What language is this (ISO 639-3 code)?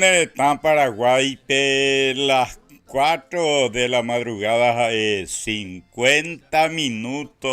grn